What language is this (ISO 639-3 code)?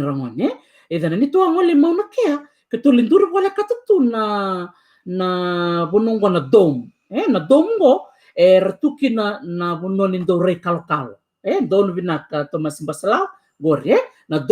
fij